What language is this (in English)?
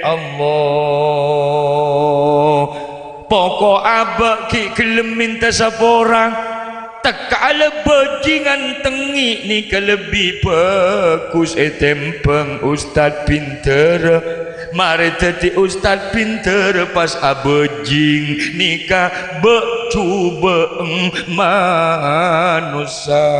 Madurese